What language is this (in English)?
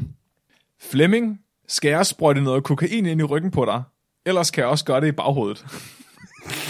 Danish